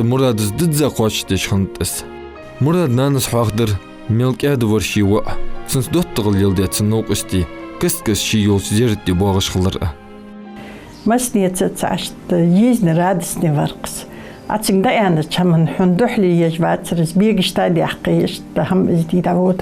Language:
Ingush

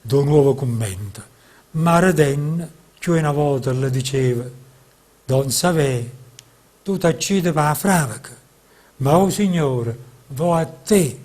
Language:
Neapolitan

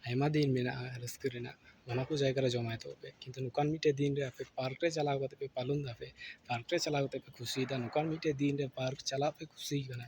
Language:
Santali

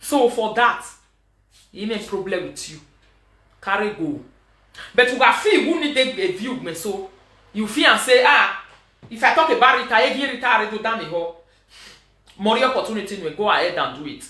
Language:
Nigerian Pidgin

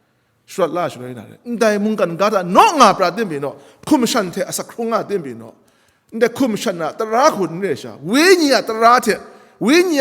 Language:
Kachin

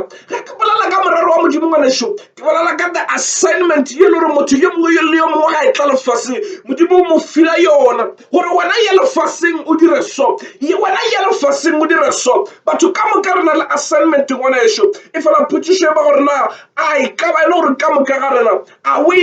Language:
Northern Sotho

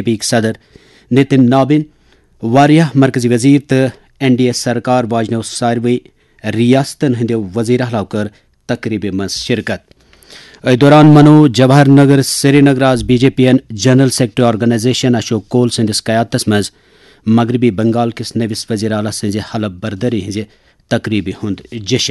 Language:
Kashmiri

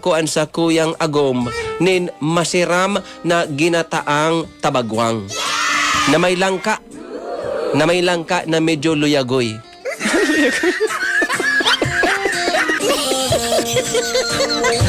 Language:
Bikol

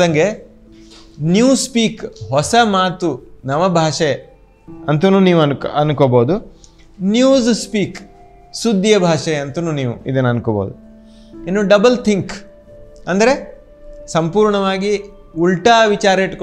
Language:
Kannada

